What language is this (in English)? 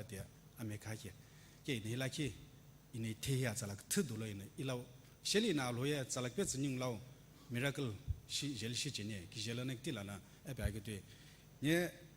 Sumi Naga